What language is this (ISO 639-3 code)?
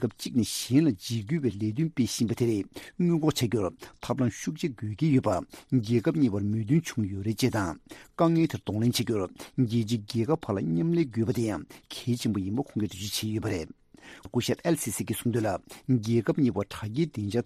bod